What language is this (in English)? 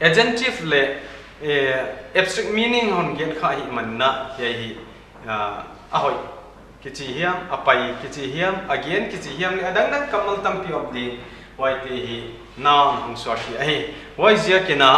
Paite Chin